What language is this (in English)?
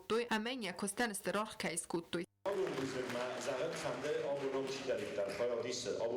Ossetic